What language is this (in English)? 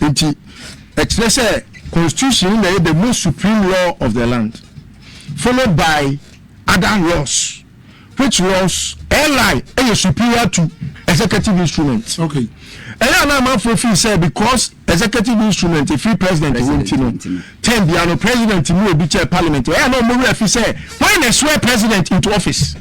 Akan